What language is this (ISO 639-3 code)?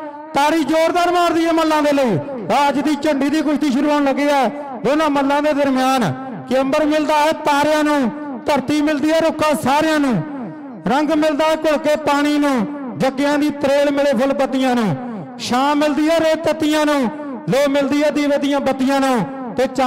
pan